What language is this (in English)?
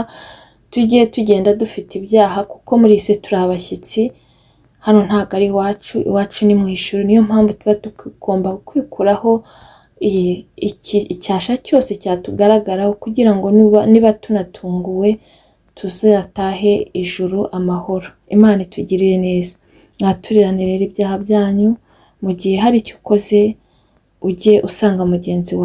Kinyarwanda